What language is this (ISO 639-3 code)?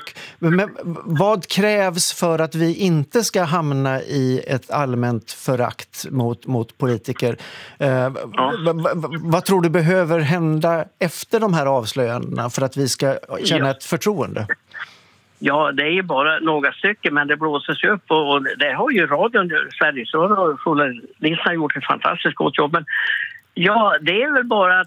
swe